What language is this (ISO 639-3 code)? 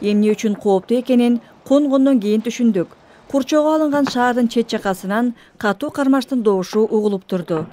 kir